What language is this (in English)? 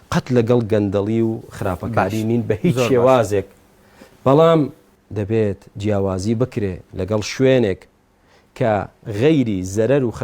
Central Kurdish